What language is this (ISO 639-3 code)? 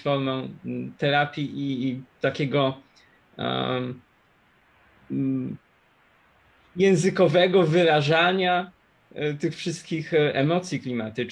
pol